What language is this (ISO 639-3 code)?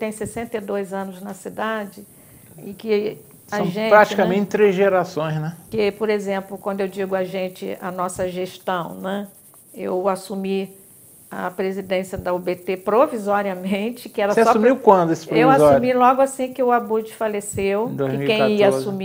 por